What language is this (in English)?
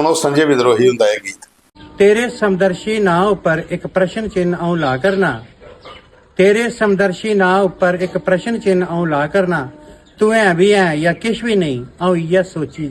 Dogri